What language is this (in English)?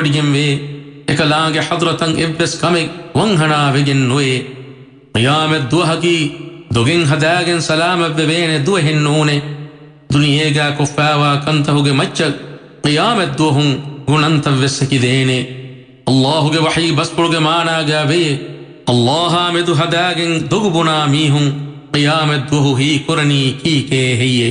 Divehi